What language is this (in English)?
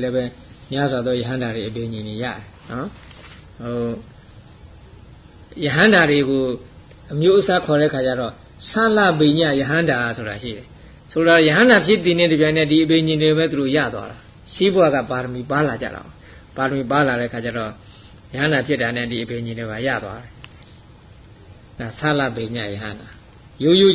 Burmese